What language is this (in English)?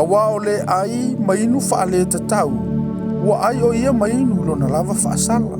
Samoan